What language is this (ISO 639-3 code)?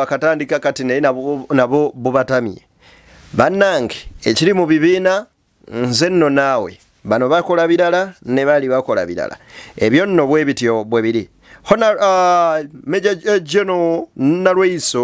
lug